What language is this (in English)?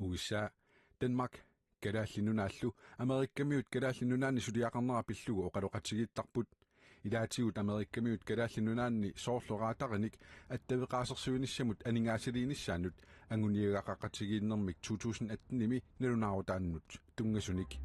Kalaallisut